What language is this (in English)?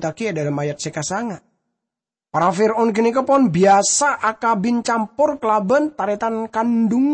Madurese